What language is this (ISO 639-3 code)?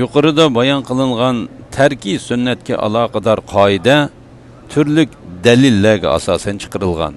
uig